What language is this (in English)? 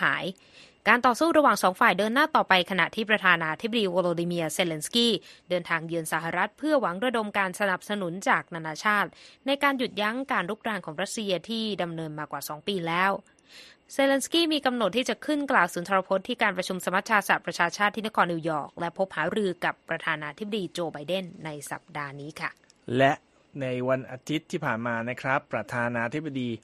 Thai